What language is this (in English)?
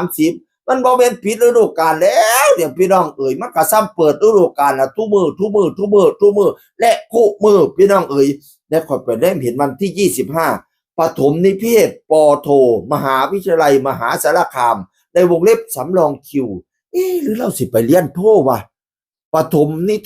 Northeastern Thai